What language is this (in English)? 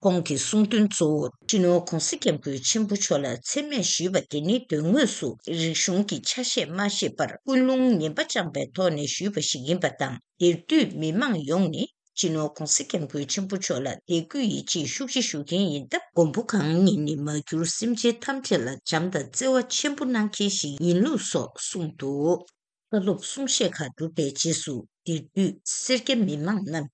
Tibetan